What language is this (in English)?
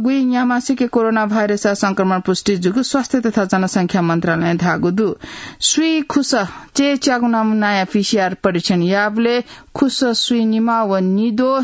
Newari